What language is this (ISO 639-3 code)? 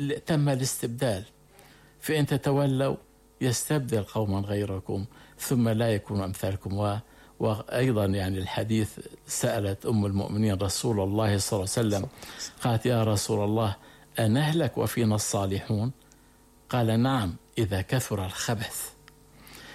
ara